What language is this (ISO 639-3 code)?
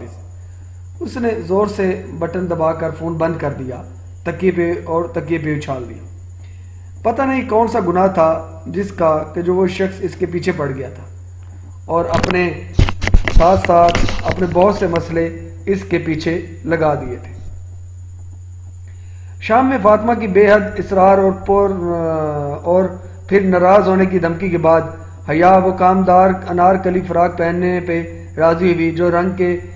urd